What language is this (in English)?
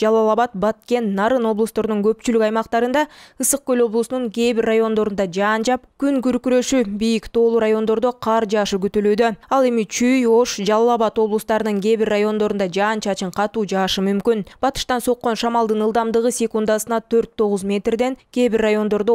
Kyrgyz